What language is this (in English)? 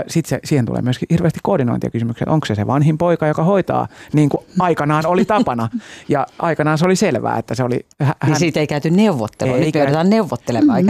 Finnish